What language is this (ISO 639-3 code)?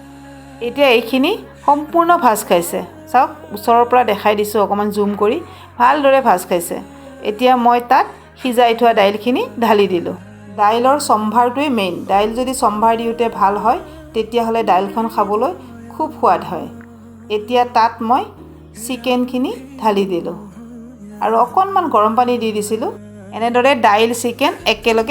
asm